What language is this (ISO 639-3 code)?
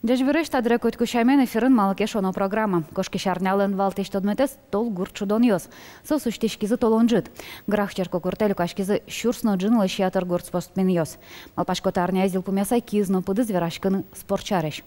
udm